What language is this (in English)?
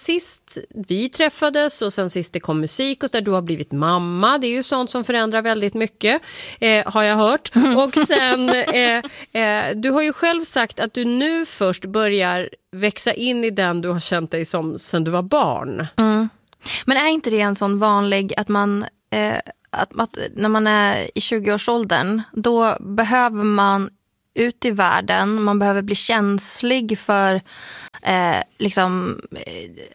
Swedish